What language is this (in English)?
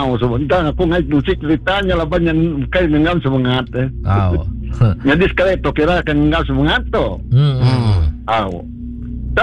Iban